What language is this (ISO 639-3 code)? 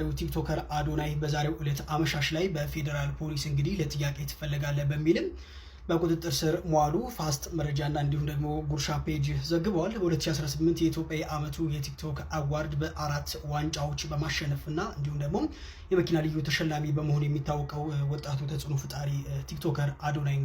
amh